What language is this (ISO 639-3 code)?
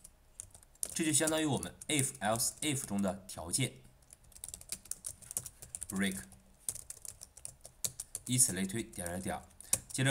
zho